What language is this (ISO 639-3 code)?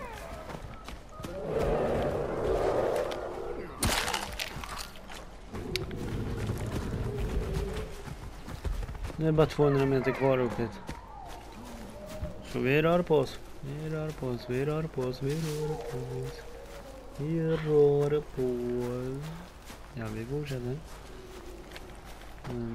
swe